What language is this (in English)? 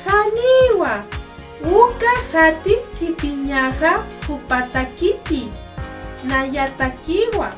Aymara